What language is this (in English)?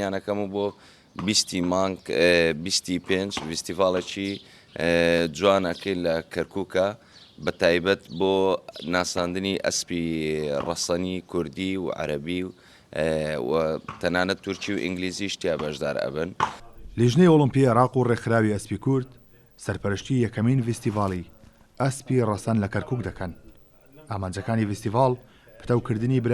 Central Kurdish